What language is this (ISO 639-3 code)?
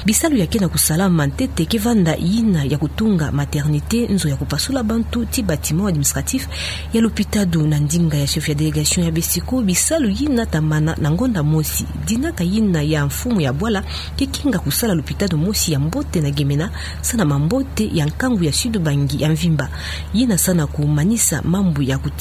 ktu